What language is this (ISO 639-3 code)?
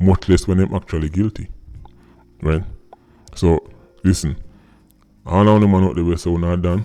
jam